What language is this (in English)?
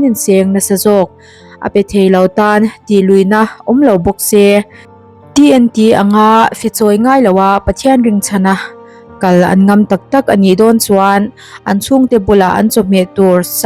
Mizo